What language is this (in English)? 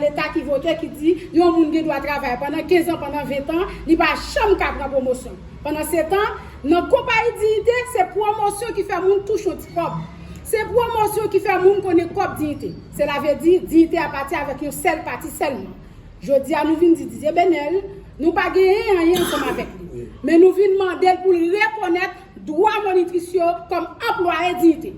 Haitian Creole